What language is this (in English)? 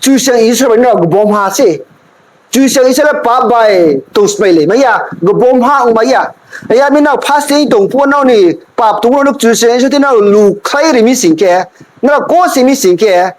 Riang (India)